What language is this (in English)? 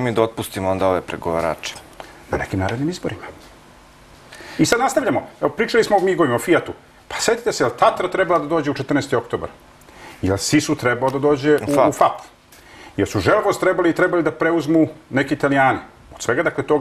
Serbian